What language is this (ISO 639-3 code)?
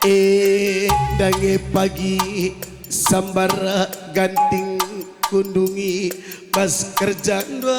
btx